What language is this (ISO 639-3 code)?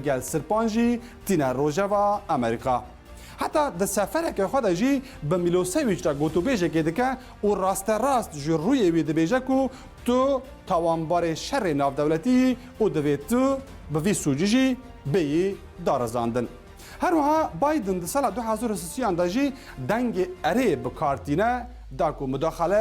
kur